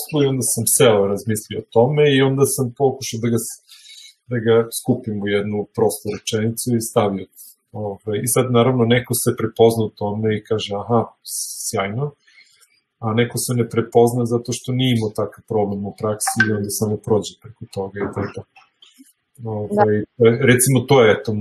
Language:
Serbian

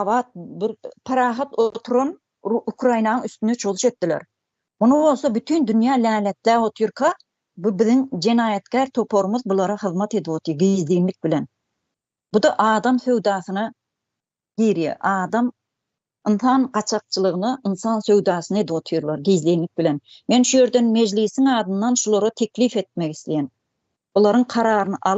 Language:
Turkmen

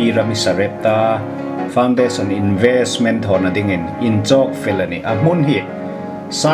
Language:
Hmar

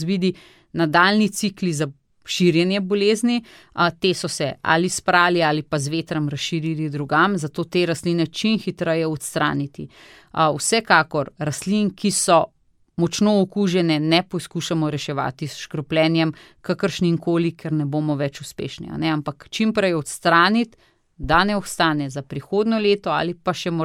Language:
Slovenian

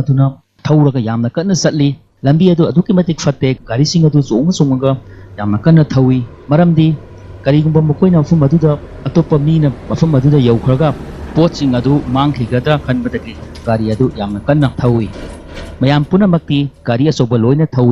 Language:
Manipuri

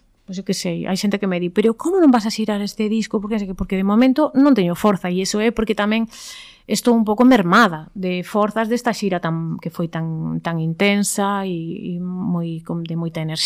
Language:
Galician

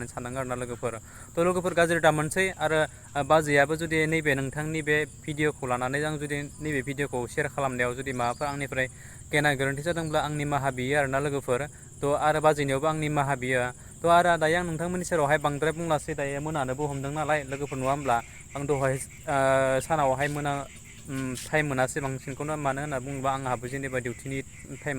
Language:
Bodo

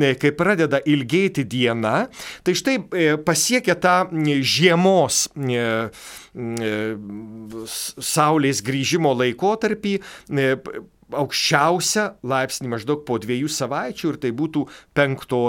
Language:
Lithuanian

